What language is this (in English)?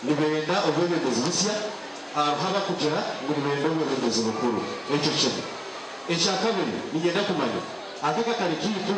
Nyankole